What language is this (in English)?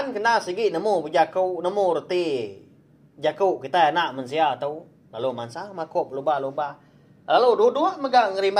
Iban